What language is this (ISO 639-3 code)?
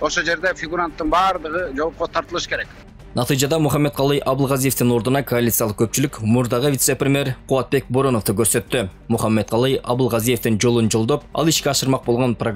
kir